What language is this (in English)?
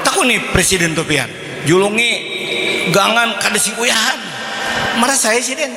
Banjar